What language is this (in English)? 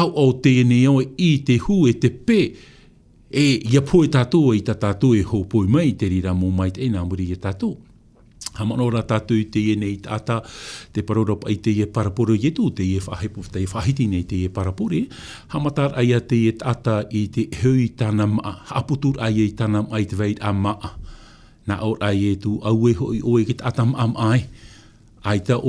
Tahitian